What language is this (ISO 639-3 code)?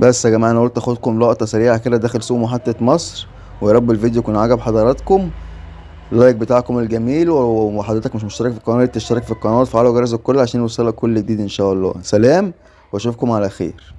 arz